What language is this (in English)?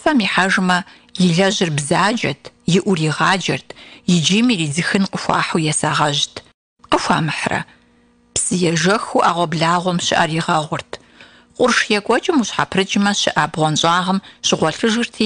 Kabardian